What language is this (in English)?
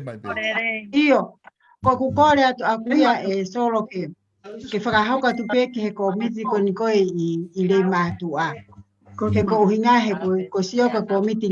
Tongan